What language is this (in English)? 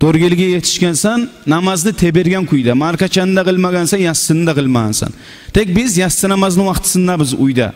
Kumyk